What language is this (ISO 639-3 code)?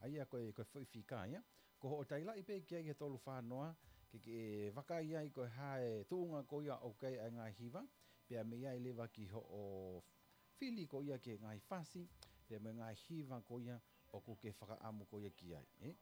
ton